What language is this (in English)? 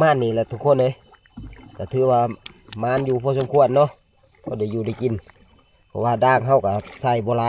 Lao